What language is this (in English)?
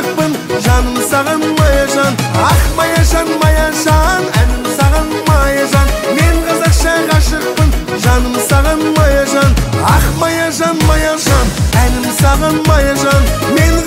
Kazakh